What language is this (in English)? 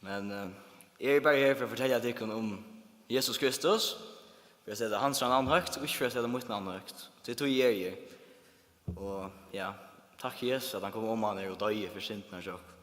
Faroese